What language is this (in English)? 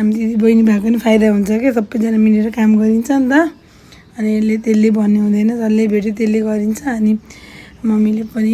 Nepali